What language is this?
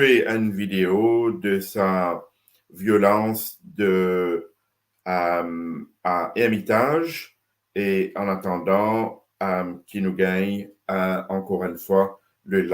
Morisyen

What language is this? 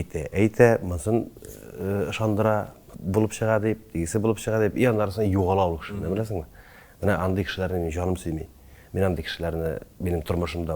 Tatar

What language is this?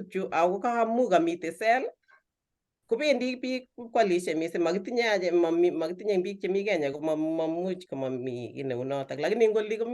Kalenjin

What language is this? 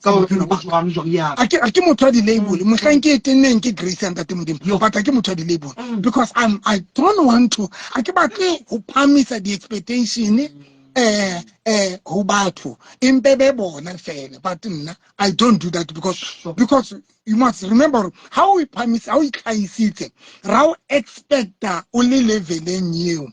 Southern Sotho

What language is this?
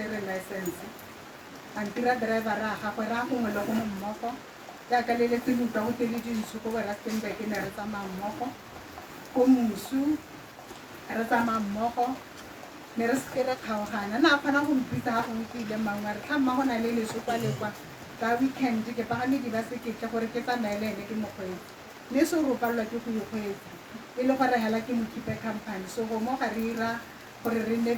Tswana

